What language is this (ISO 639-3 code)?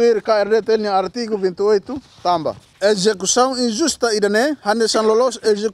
tet